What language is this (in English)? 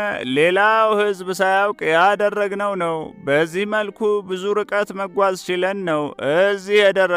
Amharic